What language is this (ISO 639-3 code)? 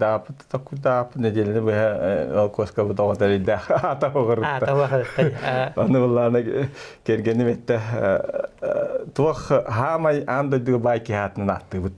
sah